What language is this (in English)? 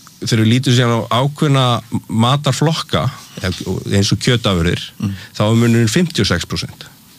Icelandic